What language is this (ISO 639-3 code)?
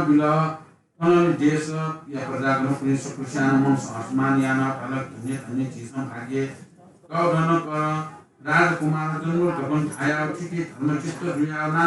new